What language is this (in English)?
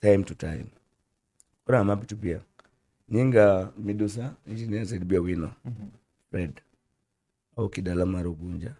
Luo (Kenya and Tanzania)